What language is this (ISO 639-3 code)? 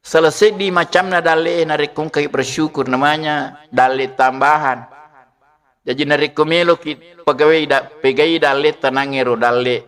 bug